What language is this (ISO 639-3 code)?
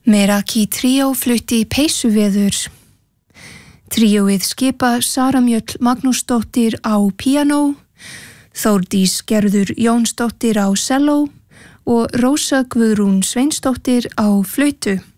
isl